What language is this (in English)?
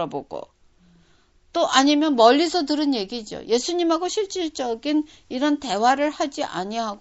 Korean